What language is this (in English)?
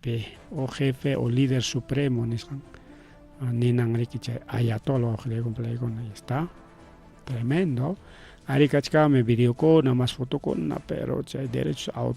Ayacucho Quechua